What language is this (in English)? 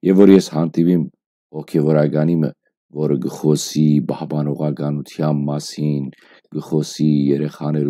Western Armenian